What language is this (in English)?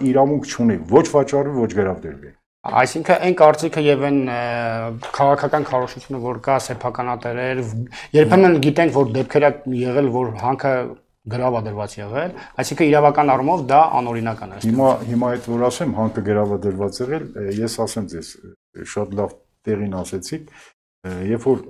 Armenian